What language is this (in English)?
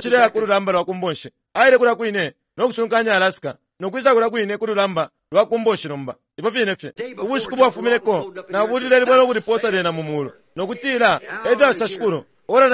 Bemba